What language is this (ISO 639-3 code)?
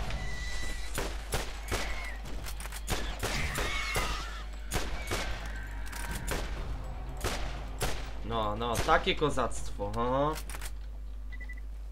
pol